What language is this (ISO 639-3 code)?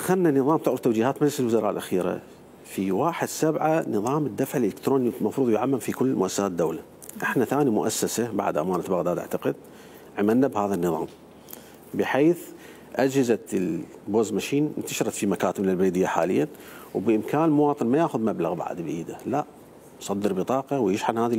acm